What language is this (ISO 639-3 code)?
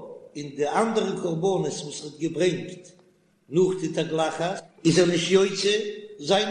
yid